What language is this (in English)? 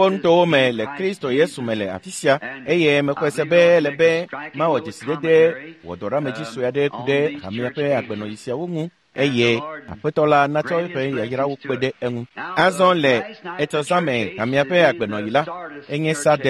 Ewe